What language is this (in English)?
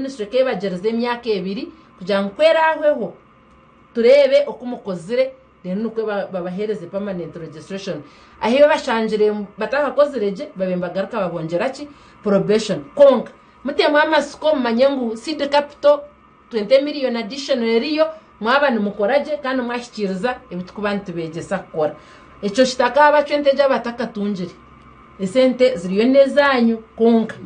Nyankole